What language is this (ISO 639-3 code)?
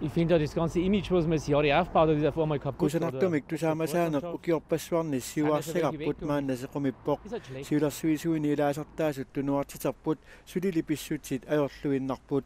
kal